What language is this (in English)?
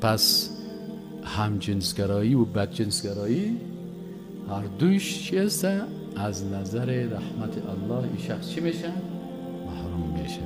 Persian